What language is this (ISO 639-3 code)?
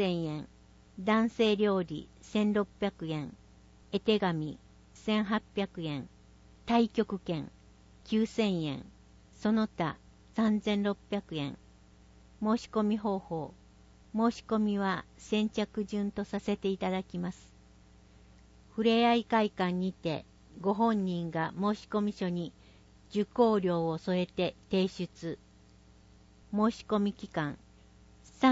jpn